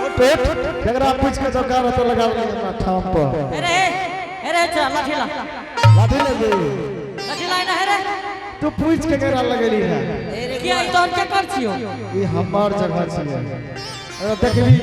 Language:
Angika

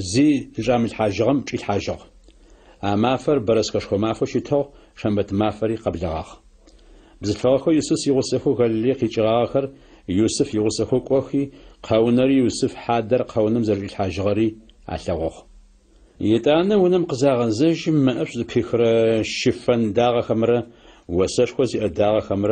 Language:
Adyghe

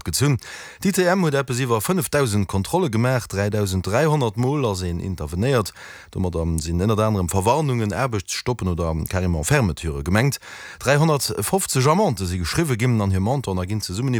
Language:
Luxembourgish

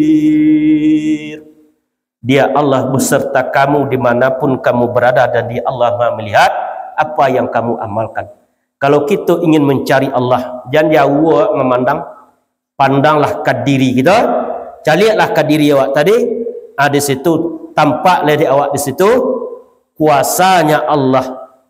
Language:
Minangkabau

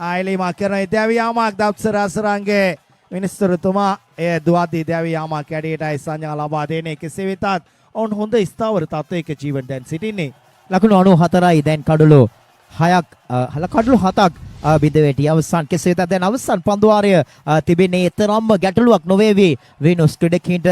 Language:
Sinhala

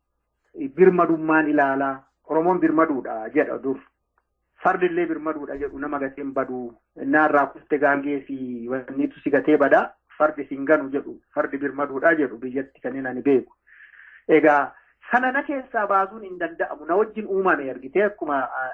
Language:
Oromo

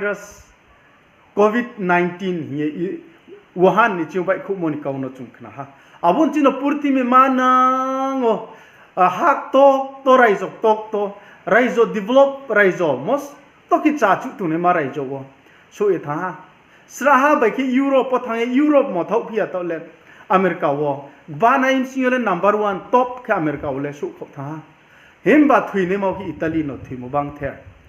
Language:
Riang (India)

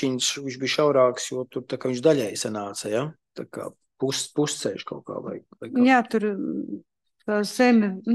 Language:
Latvian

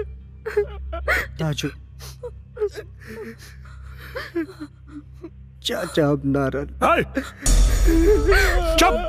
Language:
Bhojpuri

